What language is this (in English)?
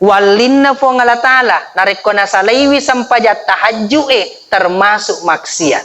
Buginese